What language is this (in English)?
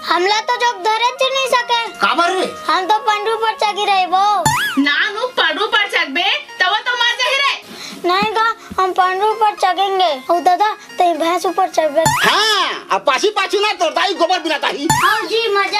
Chhattisgarhi